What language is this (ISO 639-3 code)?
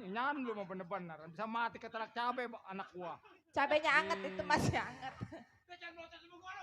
bew